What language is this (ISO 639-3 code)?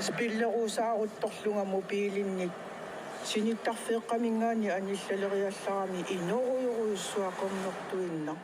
kal